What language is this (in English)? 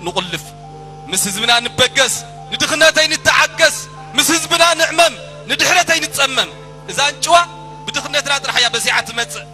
Tigrinya